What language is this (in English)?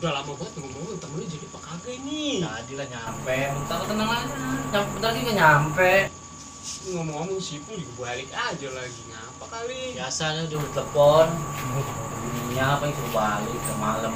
Betawi